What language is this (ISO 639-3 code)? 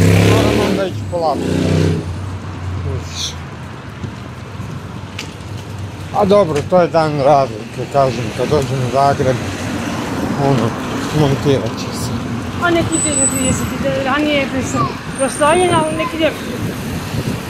hrv